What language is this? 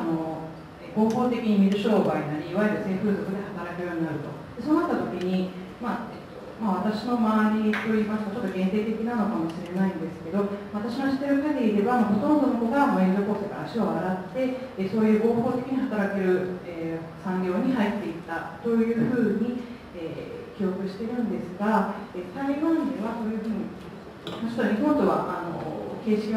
Japanese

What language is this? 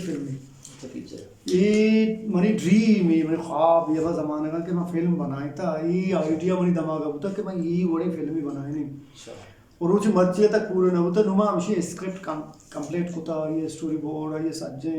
Eastern Balochi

